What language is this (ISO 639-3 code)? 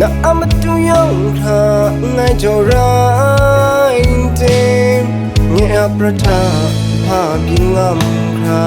kac